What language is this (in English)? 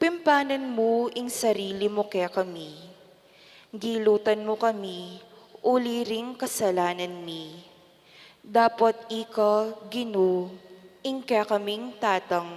Pampanga